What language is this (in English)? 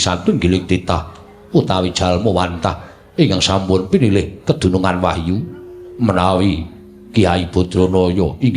Javanese